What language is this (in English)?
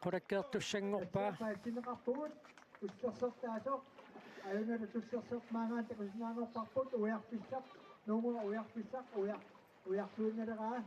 Kalaallisut